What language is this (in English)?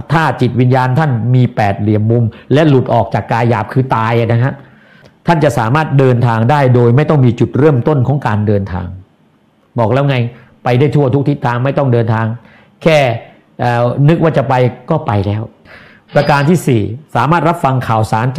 Thai